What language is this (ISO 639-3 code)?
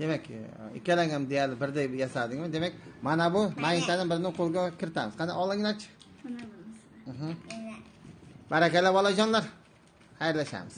uzb